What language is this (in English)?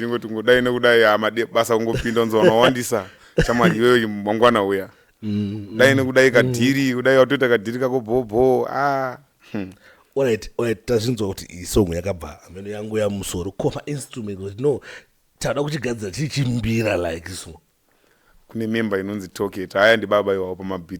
Shona